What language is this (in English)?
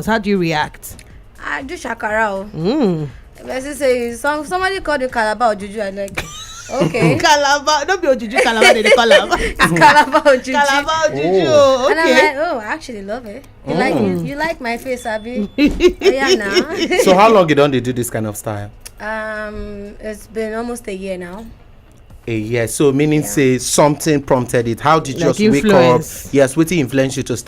Nigerian Pidgin